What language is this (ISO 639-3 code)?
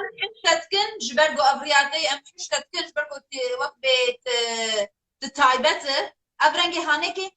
kur